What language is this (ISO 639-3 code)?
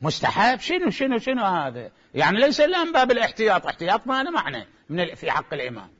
acm